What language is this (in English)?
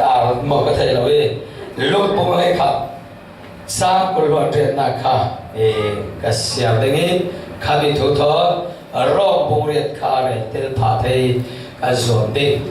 Falam Chin